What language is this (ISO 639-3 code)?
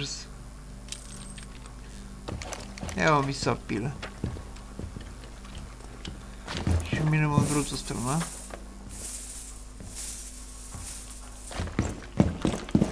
bul